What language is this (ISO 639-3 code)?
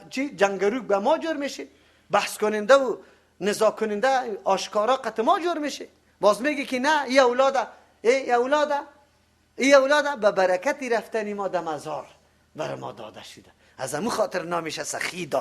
fas